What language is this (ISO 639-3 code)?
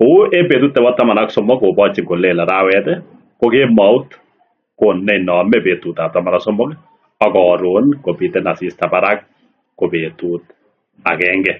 kln